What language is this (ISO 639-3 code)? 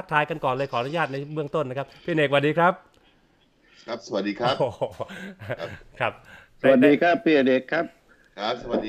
tha